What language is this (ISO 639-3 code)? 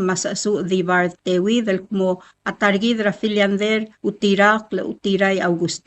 pau